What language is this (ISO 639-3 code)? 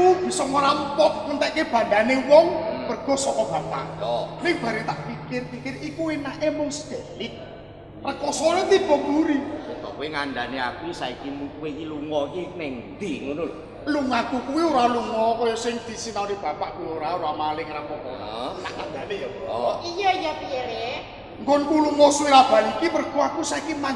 jav